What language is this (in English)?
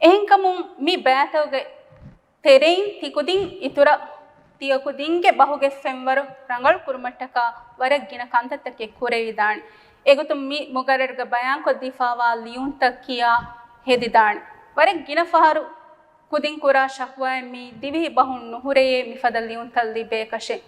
Divehi